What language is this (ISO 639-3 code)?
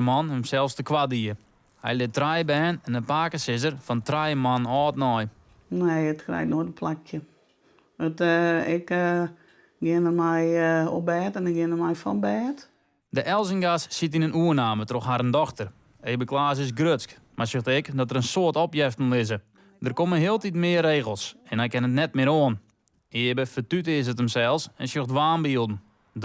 fry